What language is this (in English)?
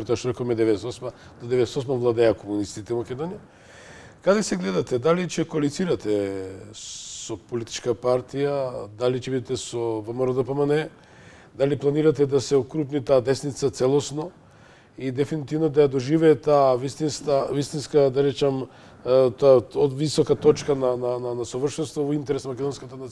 Macedonian